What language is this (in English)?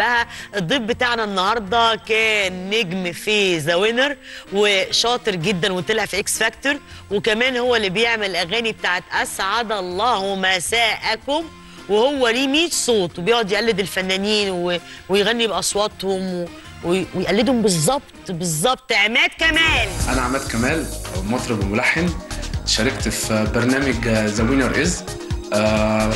Egyptian Arabic